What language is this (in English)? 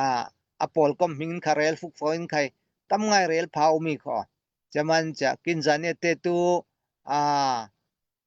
Falam Chin